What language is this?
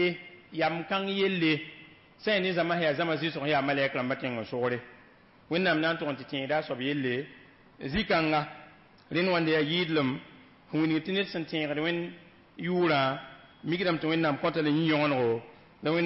Mossi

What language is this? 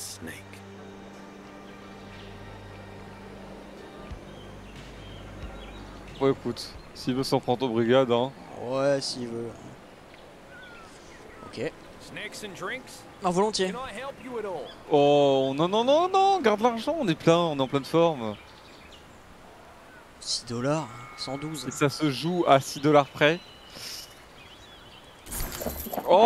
French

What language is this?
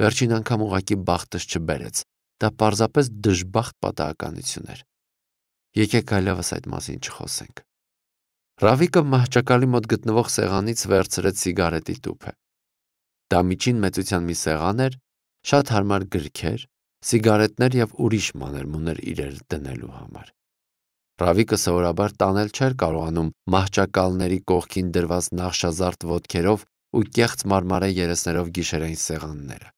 Armenian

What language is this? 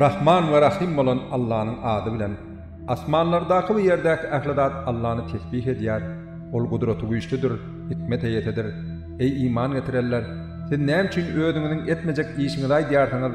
Turkmen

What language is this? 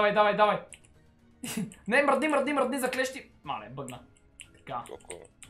Bulgarian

